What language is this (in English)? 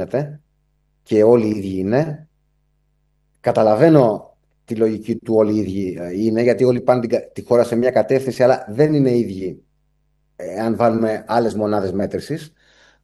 Greek